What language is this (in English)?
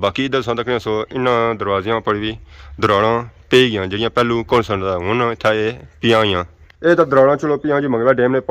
Pahari-Potwari